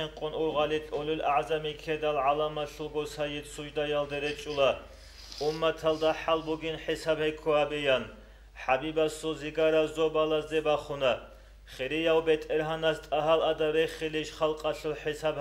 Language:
Avaric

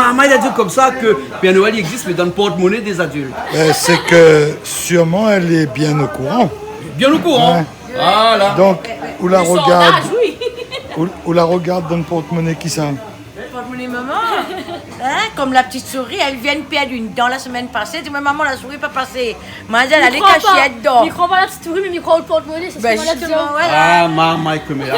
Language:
Réunion Creole French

